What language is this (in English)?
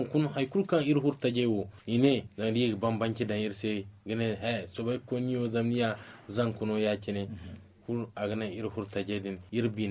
Zarma